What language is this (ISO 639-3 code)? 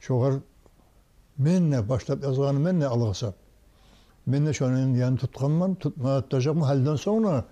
kum